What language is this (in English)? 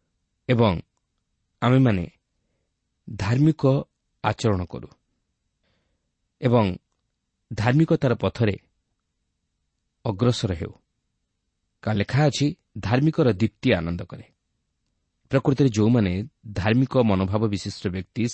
Odia